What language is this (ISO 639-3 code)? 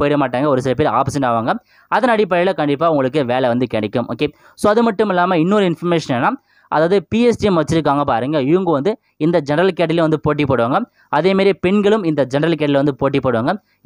tam